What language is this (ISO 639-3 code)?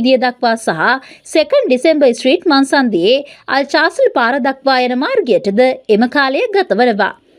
sin